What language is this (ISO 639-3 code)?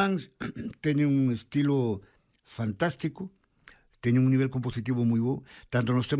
glg